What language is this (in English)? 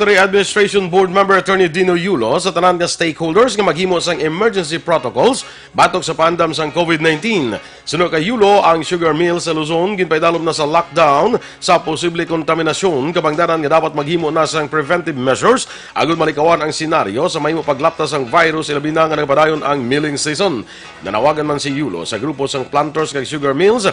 Hiligaynon